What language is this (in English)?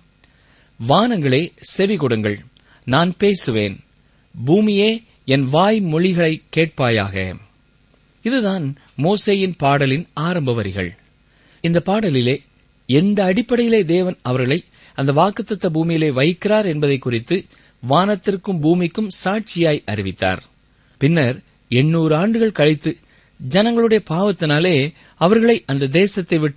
Tamil